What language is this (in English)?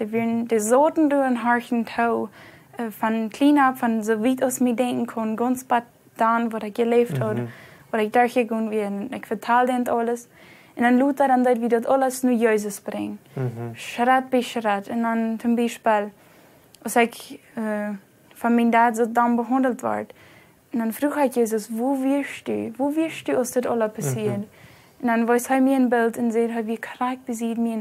Plautdietsch